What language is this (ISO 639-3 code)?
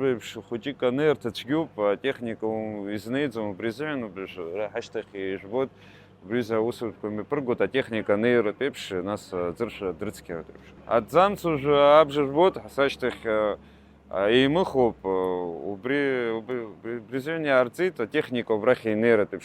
abk